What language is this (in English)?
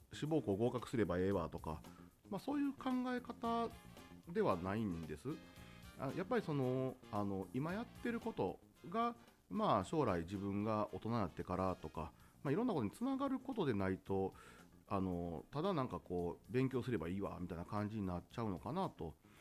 Japanese